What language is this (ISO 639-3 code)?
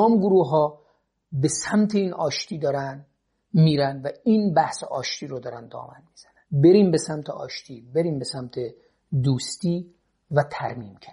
fas